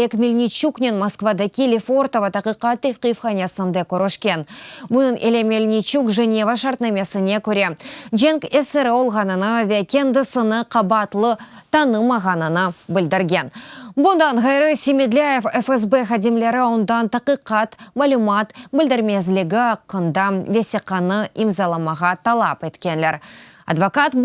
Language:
Crimean Tatar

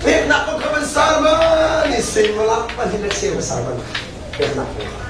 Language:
Hakha Chin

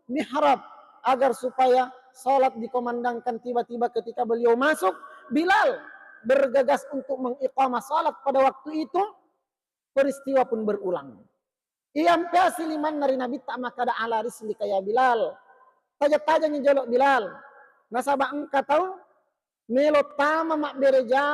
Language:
Buginese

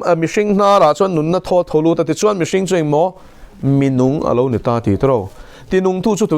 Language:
Mizo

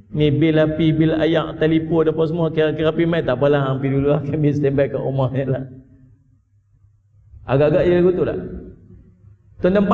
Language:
Malay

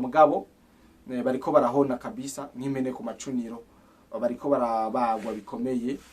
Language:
Rundi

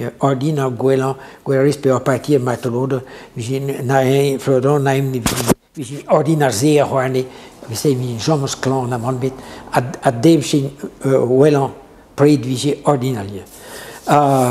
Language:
Breton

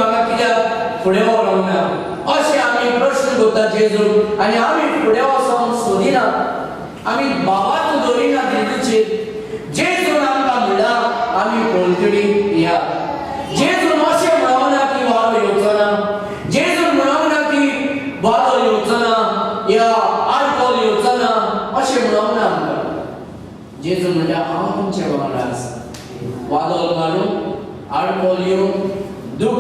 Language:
Konkani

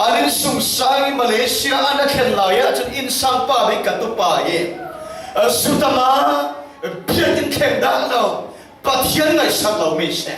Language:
Falam Chin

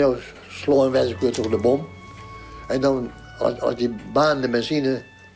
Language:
Western Frisian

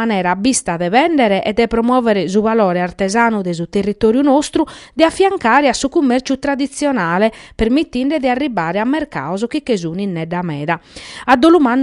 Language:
Sardinian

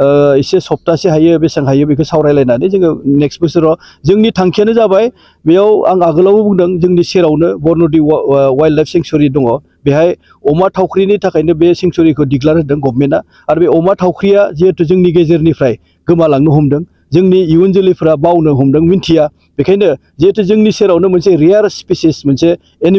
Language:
Bodo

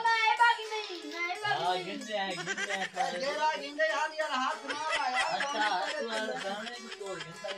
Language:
Saraiki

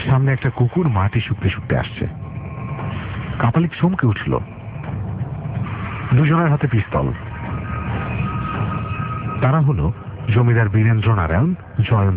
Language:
Bangla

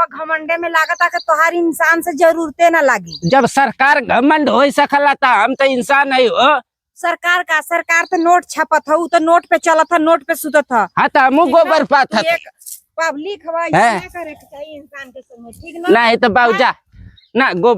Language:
Bhojpuri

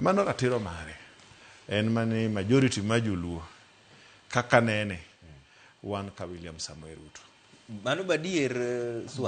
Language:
Luo (Kenya and Tanzania)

